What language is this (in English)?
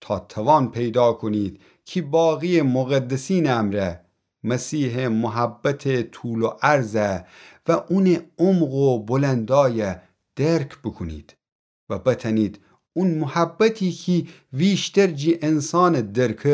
Gilaki